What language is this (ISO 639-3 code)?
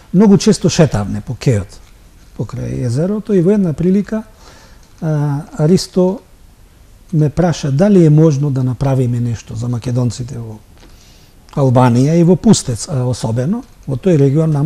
mkd